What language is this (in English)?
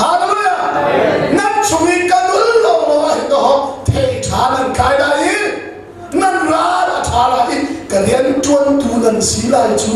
Hakha Chin